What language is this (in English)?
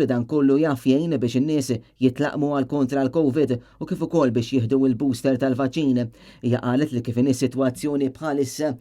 Maltese